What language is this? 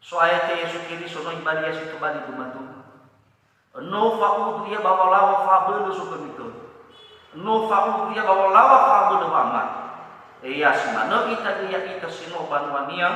Nias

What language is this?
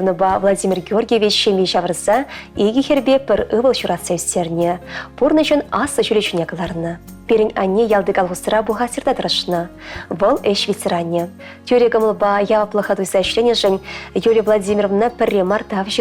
Chuvash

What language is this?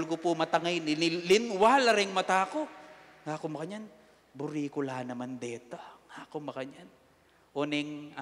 Pampanga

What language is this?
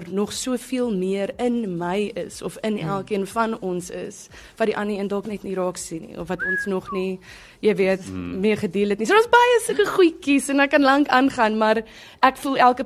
Afrikaans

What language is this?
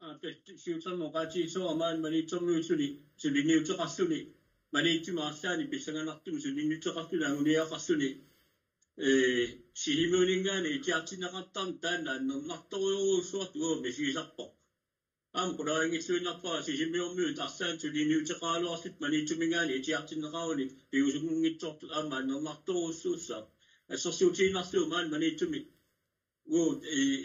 Kalaallisut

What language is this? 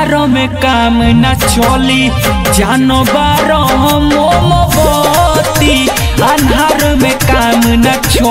Bhojpuri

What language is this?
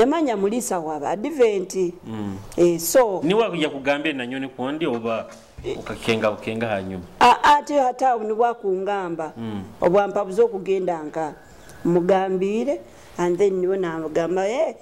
Nyoro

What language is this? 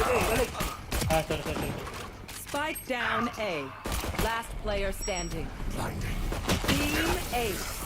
Minangkabau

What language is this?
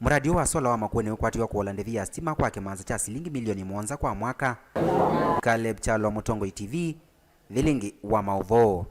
Kamba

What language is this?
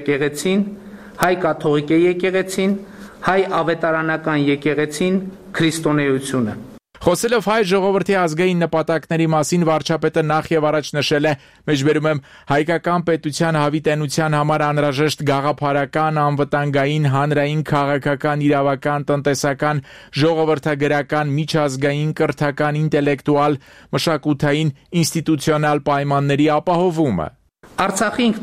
Armenian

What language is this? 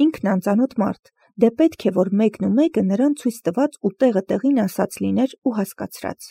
Armenian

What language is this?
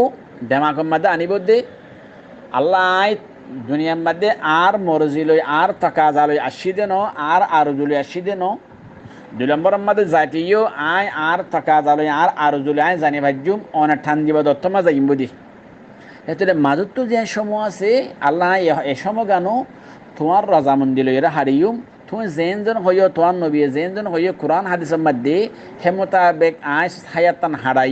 Rohingya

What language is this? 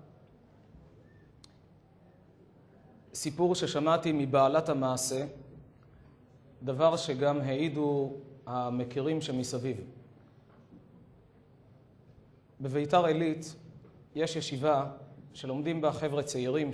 Hebrew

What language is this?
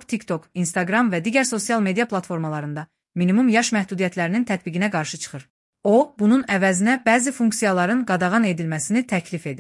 Azerbaijani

